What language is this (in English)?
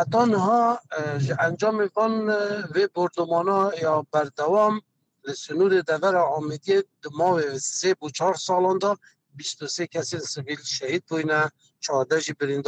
Kurdish